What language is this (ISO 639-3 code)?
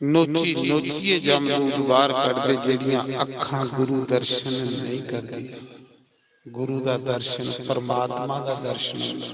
doi